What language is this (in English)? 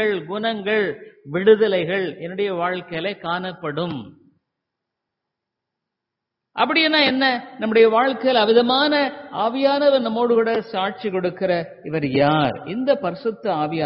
Tamil